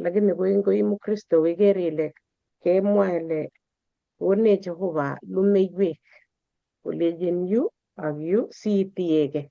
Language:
Kalenjin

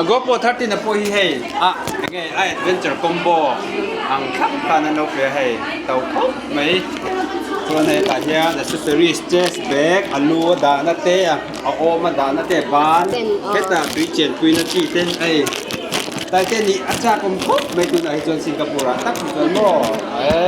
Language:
Mizo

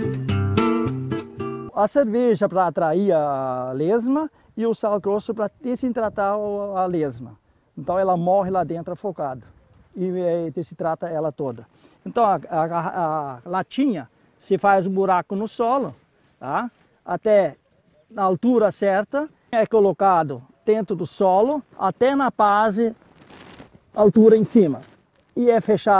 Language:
Portuguese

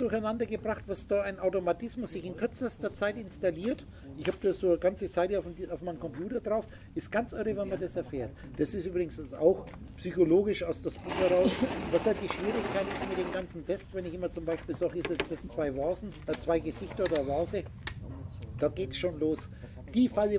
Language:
German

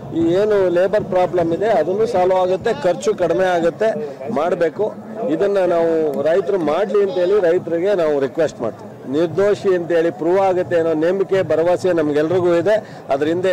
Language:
Kannada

